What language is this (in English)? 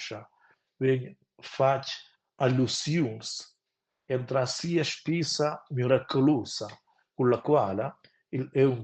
Romansh